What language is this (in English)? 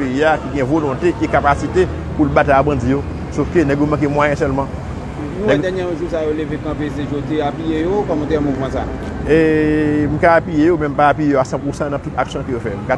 Haitian Creole